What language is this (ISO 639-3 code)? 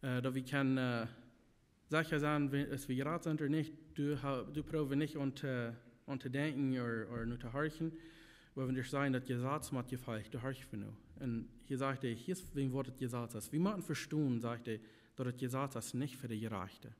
pdt